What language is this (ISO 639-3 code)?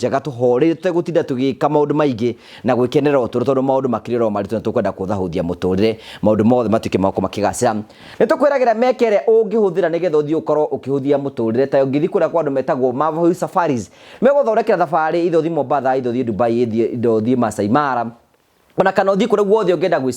kik